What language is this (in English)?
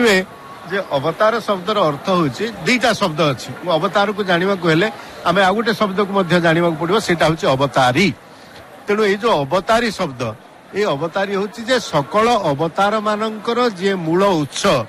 Odia